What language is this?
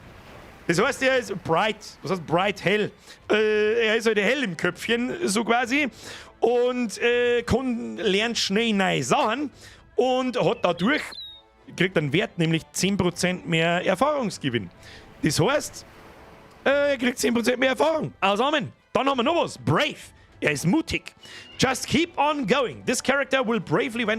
Bavarian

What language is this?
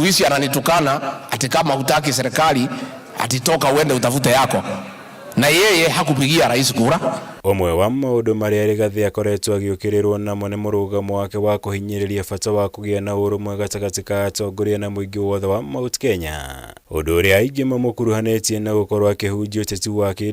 Kikuyu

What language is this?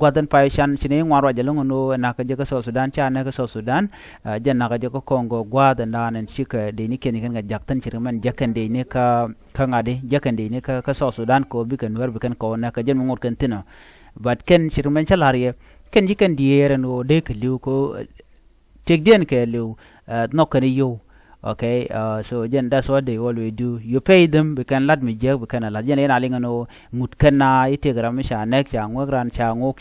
Nuer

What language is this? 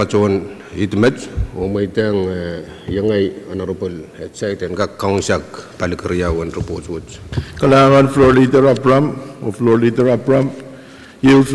Pohnpeian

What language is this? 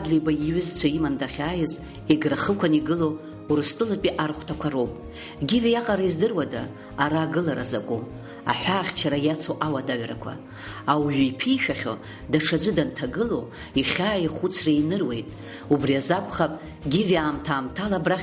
Abkhazian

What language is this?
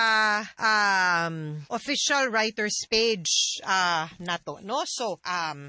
Cebuano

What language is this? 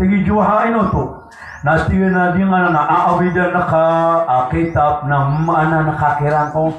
Maranao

